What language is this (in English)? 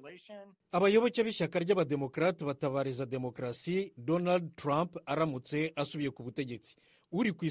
Kinyarwanda